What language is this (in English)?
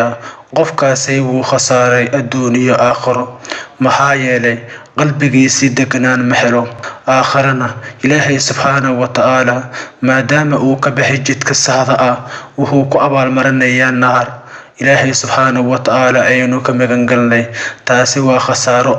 Somali